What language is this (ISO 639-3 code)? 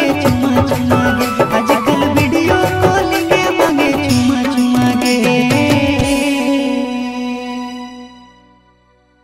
bho